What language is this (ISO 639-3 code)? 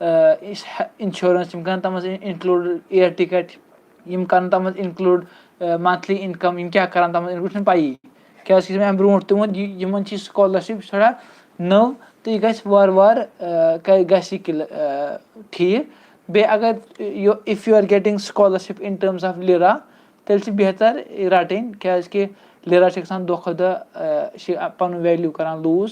kas